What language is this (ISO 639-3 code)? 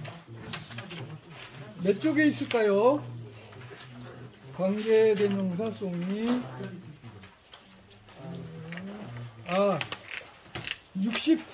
kor